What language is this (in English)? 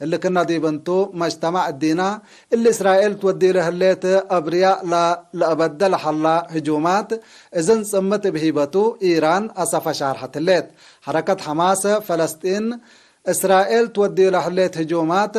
Tigre